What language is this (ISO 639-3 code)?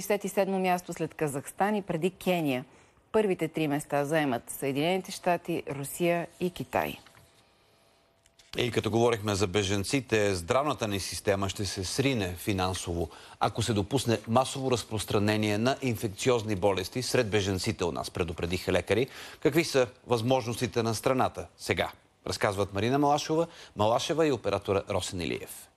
bul